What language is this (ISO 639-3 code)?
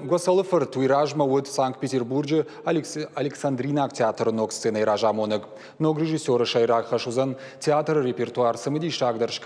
oss